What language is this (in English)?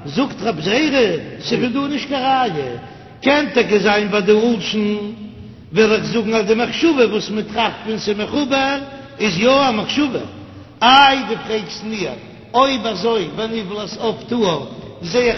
Yiddish